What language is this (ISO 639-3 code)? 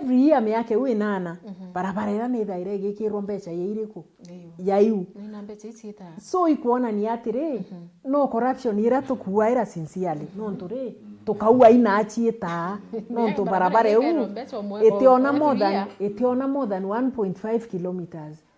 mer